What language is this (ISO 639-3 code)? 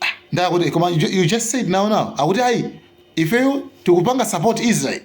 nya